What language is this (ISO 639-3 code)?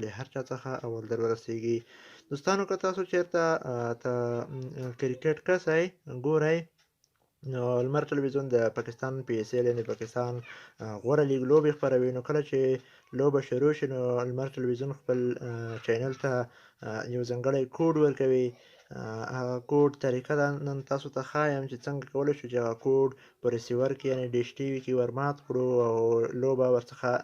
pus